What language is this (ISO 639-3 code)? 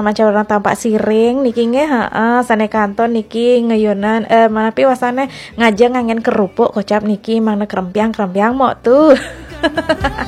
ban